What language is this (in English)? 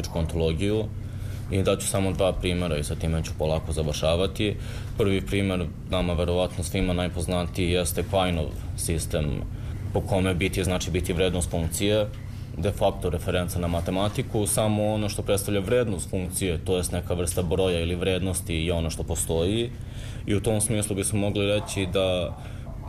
Serbian